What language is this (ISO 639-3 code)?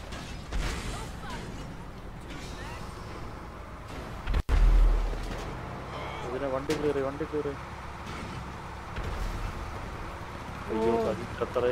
mal